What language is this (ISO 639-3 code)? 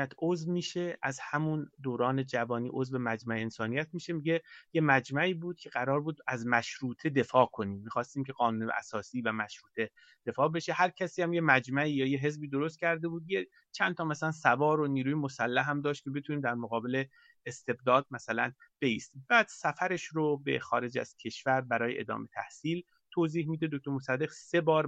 fas